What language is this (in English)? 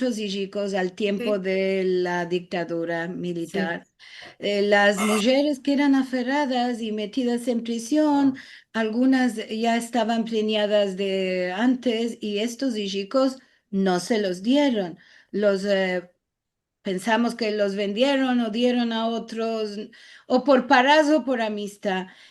Ladino